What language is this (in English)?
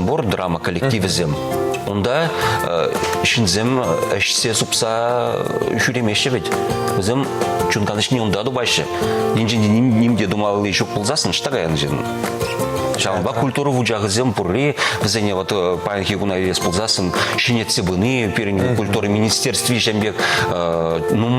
Chuvash